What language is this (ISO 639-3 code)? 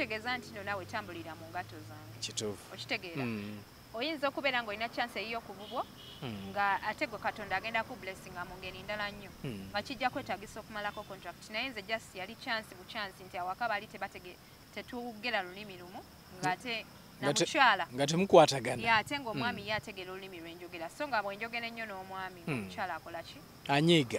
lug